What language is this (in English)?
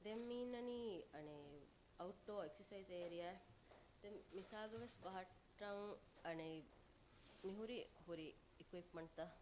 Divehi